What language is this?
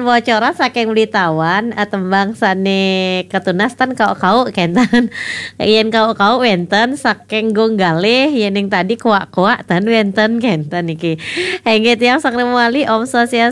Balinese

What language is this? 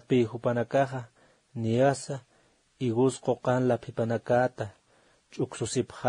Aymara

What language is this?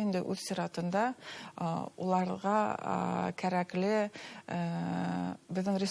Bashkir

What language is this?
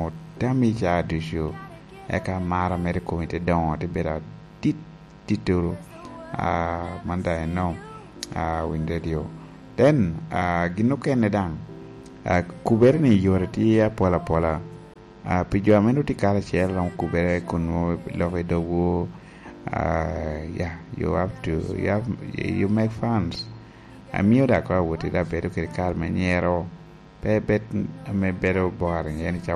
Lango (Uganda)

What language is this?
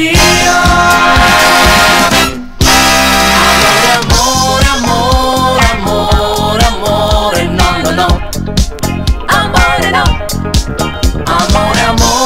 Italian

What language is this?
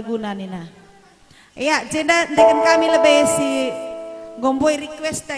Batak Karo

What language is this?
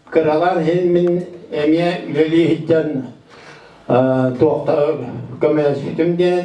Yakut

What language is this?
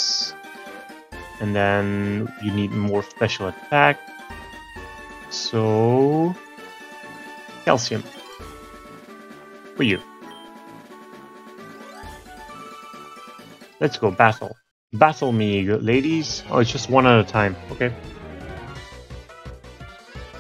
English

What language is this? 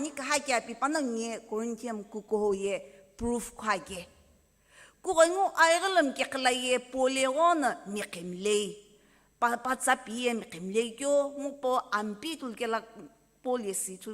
Sumi Naga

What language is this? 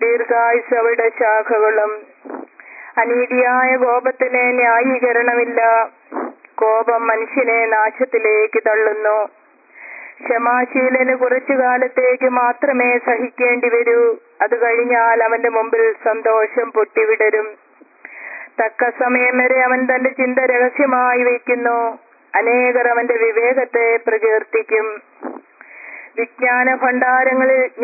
Malayalam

